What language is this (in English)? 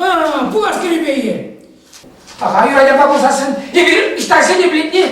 Chuvash